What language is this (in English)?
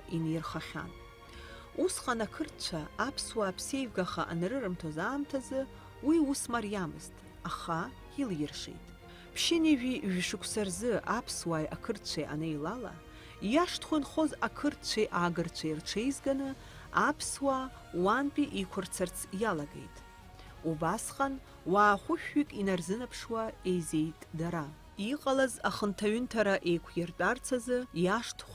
Abkhazian